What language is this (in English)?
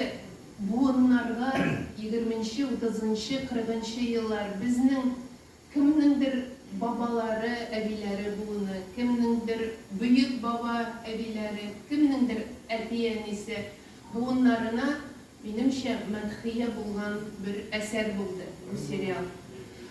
Tatar